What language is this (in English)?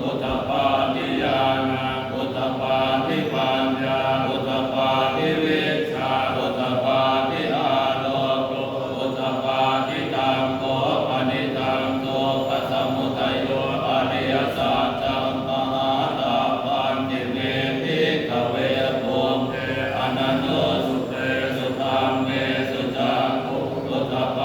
Pali